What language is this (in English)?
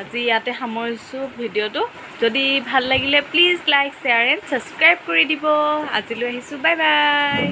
Assamese